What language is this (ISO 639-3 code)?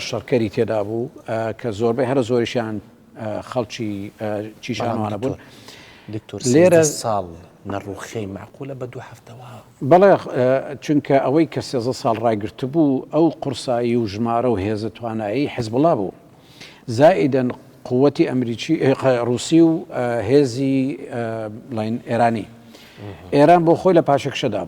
ckb